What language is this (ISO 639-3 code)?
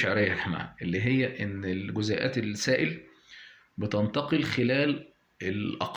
arz